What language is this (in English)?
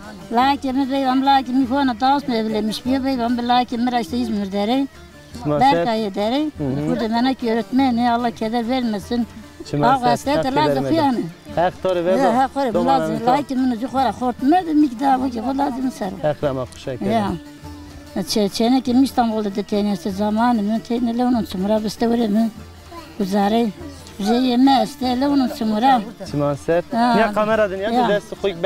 Zaza